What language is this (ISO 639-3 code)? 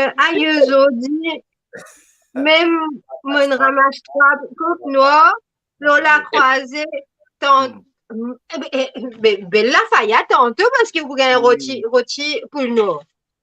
mfe